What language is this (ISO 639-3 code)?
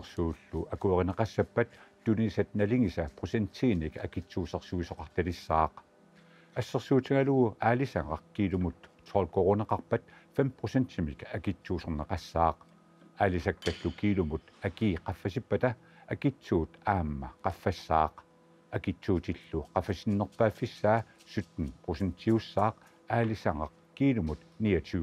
kal